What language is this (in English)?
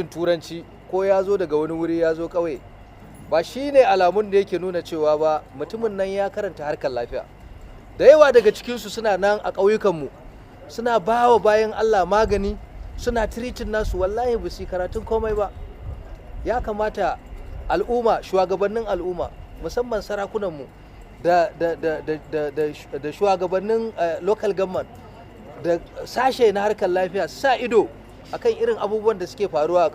Hausa